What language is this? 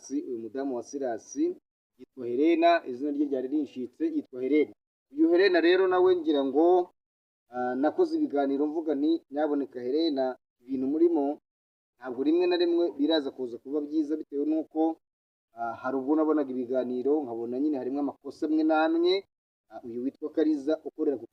Kinyarwanda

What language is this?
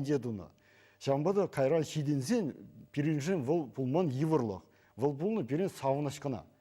Chuvash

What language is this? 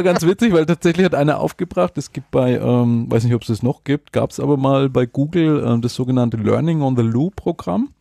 German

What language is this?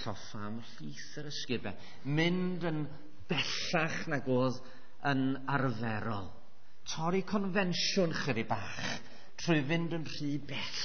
Welsh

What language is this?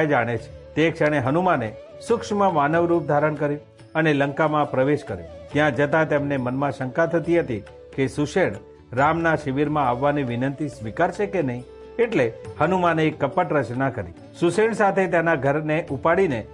Gujarati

